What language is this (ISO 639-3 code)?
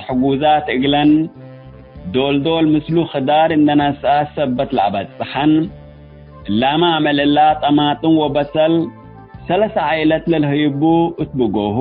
tig